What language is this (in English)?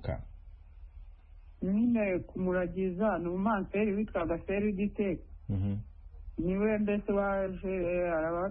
Kinyarwanda